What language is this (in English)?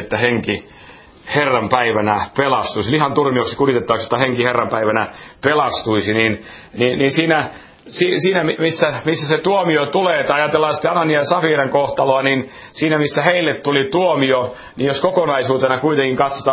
Finnish